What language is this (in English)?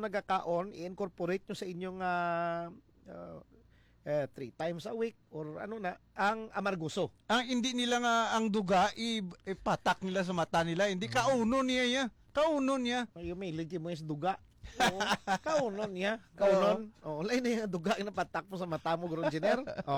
Hiligaynon